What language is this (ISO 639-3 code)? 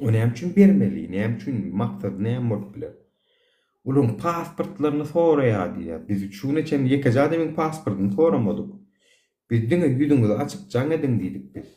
tuk